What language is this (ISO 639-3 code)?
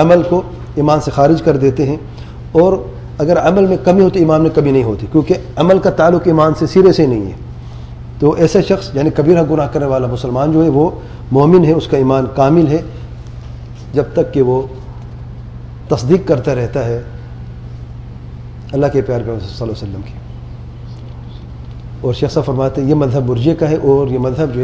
urd